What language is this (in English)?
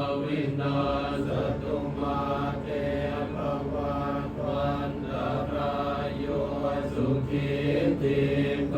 Pali